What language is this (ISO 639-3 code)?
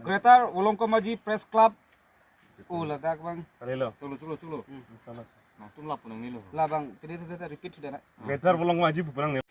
mjw